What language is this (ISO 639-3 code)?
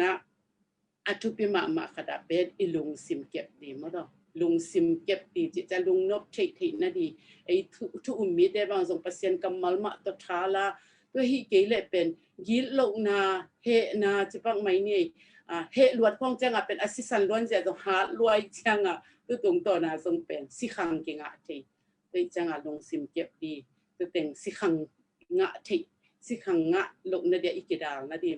ctd